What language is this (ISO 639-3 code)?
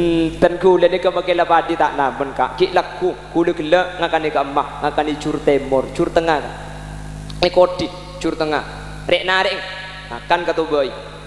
mad